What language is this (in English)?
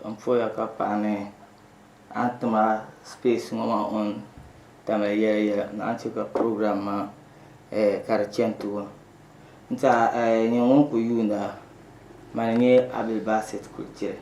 Dagbani